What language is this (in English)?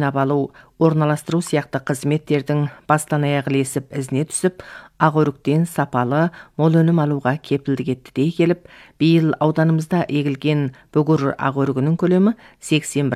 Kazakh